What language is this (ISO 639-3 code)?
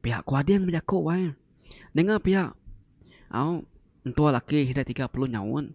iba